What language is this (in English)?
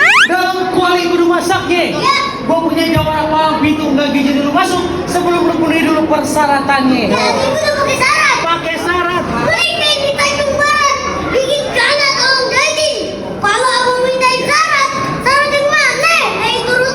Betawi